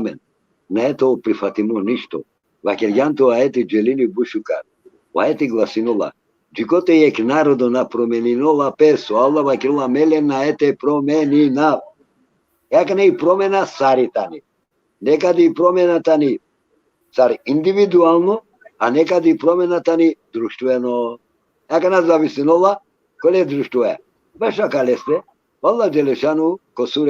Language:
Balkan Romani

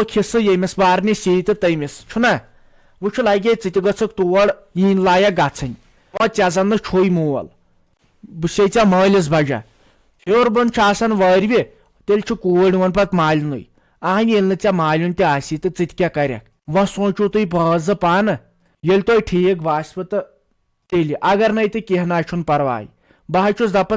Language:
Kashmiri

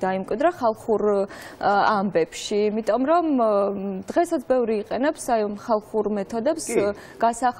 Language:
Georgian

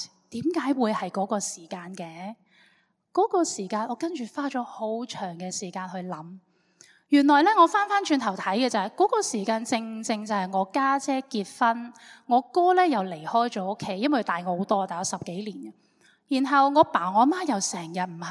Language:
Cantonese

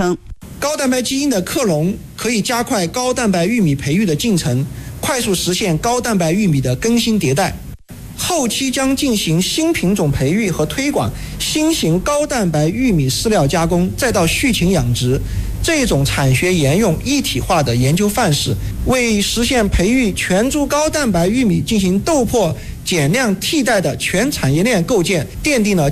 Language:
Chinese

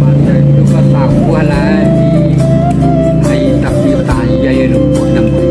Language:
Minangkabau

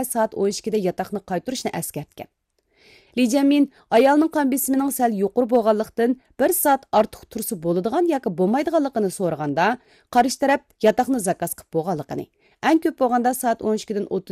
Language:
Uyghur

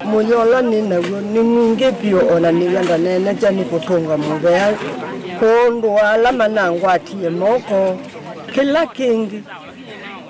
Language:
Kamba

